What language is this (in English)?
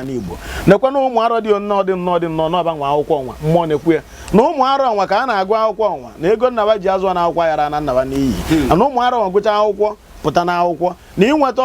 Igbo